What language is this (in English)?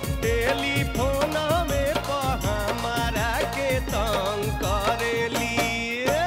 Bhojpuri